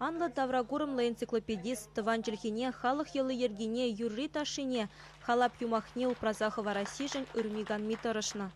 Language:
Chuvash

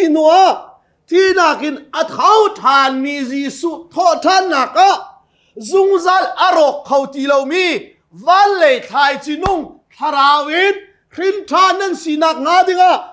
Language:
Hakha Chin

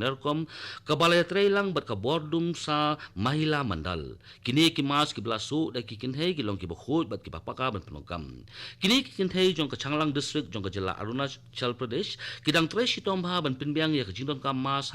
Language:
Khasi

